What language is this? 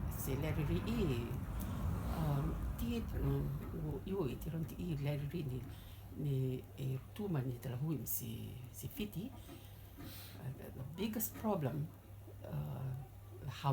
Rotuman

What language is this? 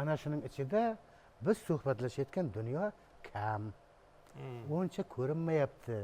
Uzbek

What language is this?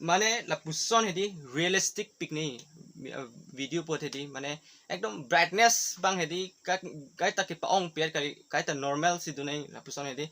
Karbi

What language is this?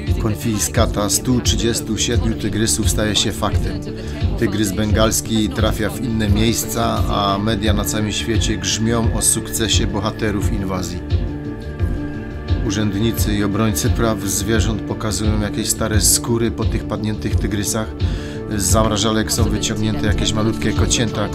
Polish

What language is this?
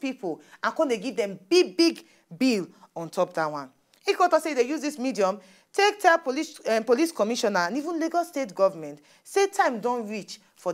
Nigerian Pidgin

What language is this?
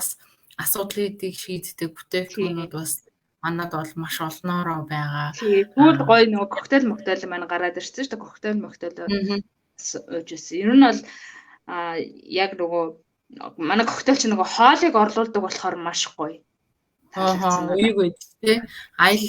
Mongolian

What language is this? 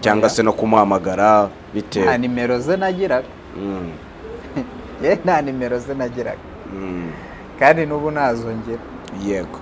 Kinyarwanda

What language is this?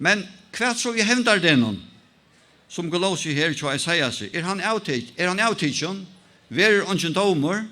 Faroese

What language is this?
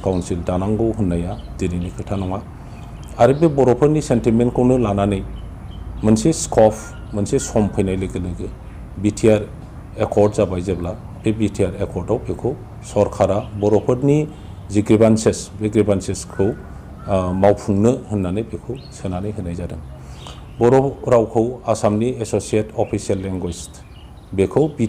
Bodo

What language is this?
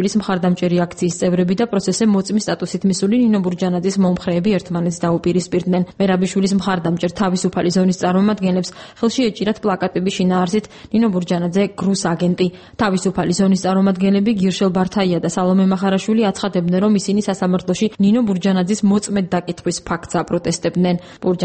Georgian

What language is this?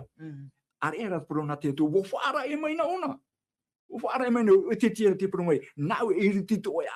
Tahitian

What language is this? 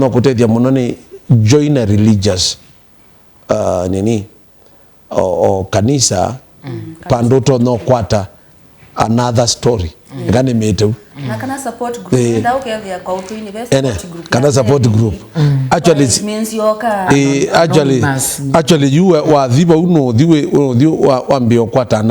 Kamba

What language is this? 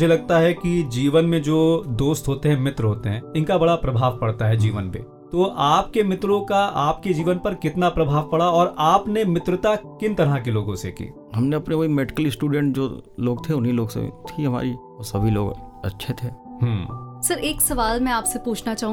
Hindi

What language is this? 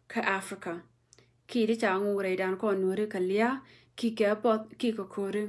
Nuer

